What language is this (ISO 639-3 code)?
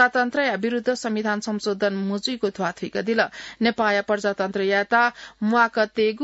new